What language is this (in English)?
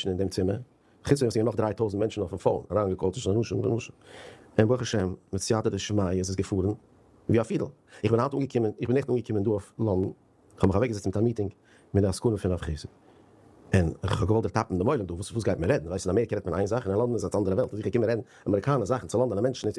Yiddish